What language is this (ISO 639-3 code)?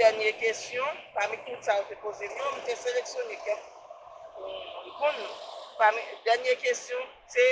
hat